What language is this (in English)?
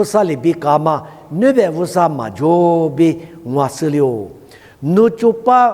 Lisu